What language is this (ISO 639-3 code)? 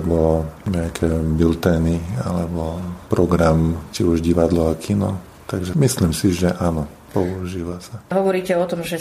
slk